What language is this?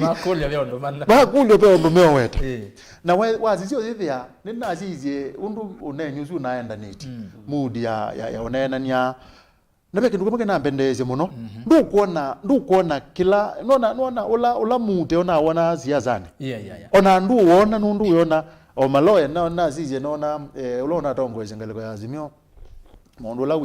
Kamba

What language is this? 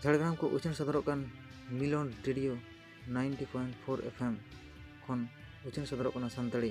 Santali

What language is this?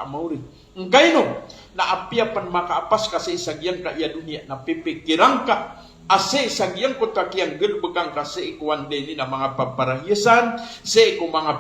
Maranao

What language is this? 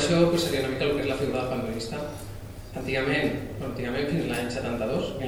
Catalan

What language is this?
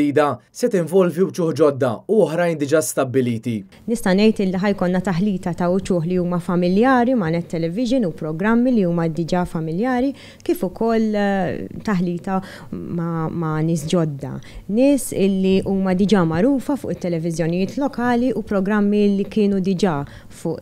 Maltese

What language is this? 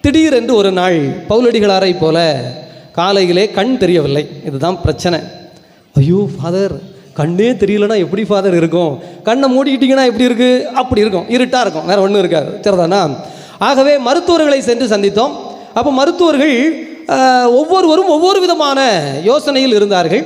Tamil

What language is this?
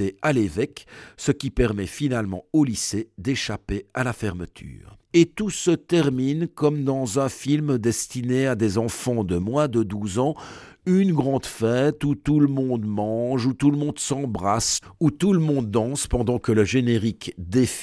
French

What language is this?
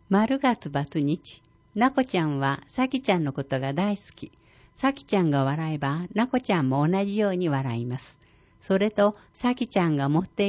Japanese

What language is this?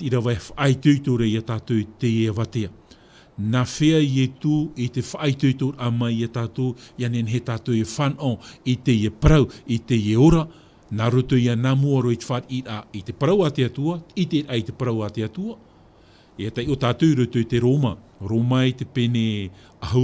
Tahitian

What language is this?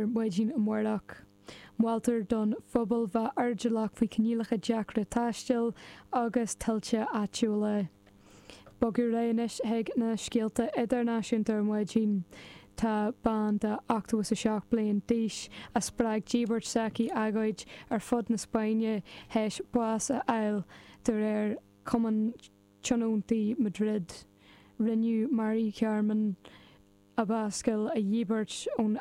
Irish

